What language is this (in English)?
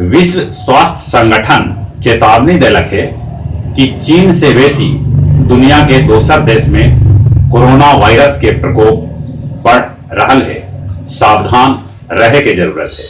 Magahi